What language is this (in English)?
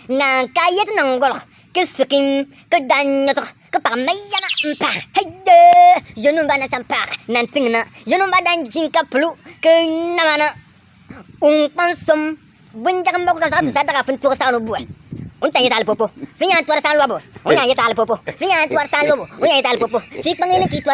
Bimoba